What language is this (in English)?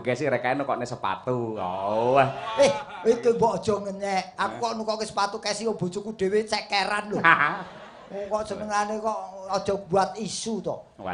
Javanese